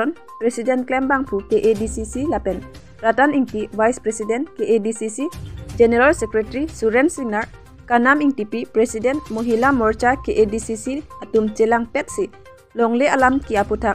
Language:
Karbi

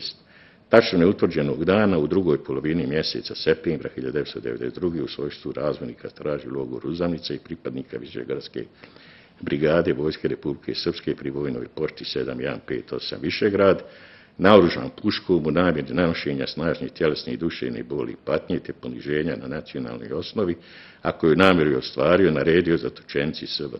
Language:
Bosnian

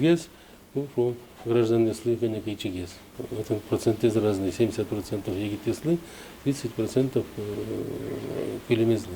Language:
Udmurt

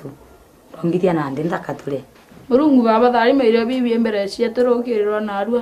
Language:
Meru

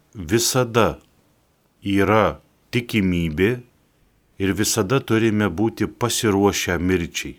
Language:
Lithuanian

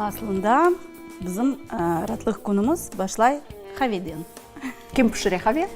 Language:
Crimean Tatar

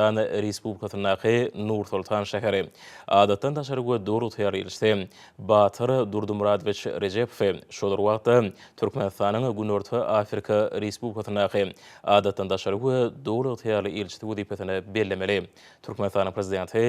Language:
Turkmen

